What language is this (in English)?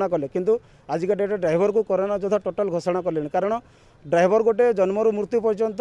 Odia